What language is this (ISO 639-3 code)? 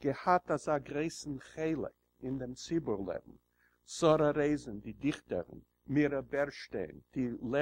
yid